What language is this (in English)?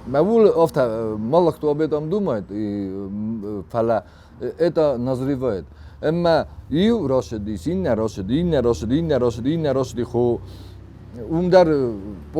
Ossetic